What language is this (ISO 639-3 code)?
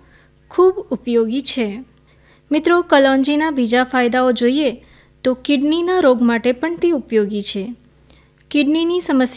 guj